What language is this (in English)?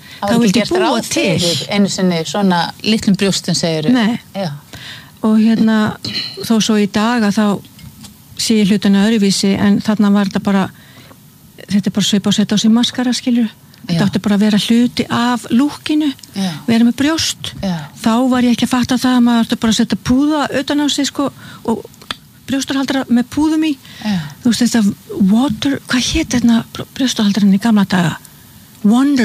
Icelandic